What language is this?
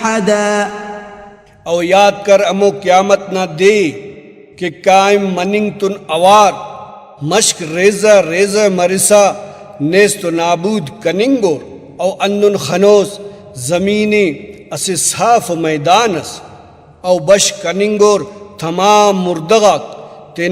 Brahui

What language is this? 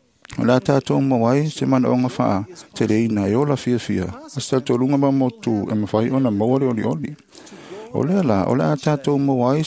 Samoan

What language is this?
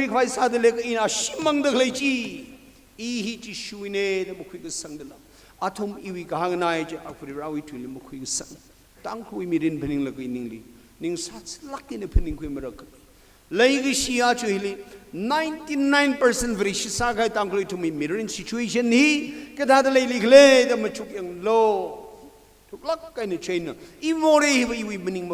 Tangkhul Naga (India)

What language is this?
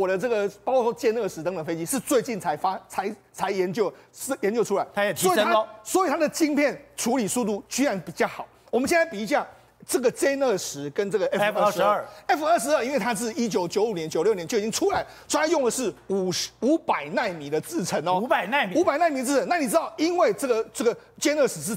Chinese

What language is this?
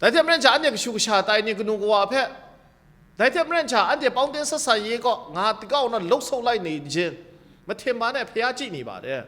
Kachin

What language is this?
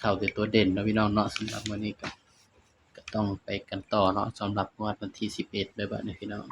Northeastern Thai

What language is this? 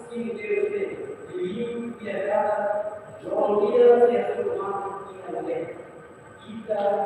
Tetum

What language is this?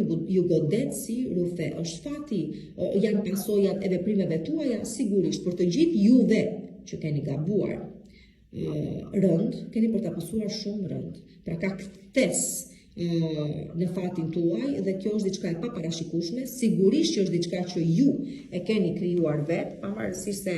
Albanian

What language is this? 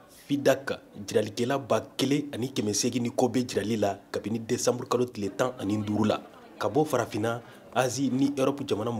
Bambara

